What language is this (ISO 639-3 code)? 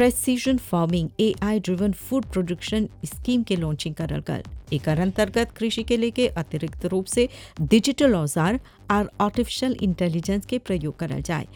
bho